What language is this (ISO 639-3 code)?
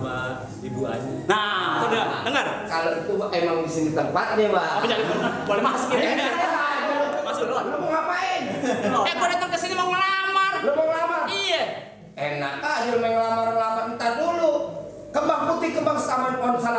bew